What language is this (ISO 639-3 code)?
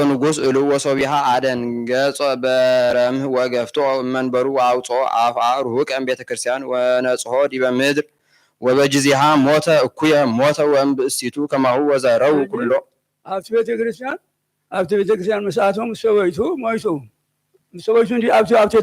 gez